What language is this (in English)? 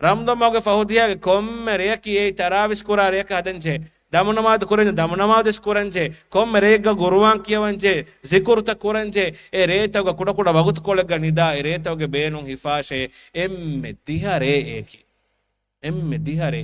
Divehi